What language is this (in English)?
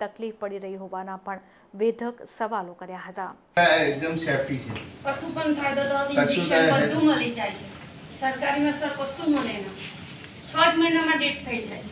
Gujarati